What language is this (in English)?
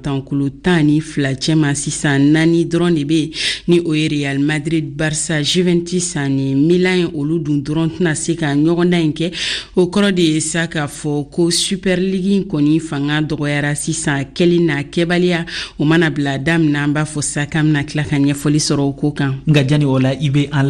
Bambara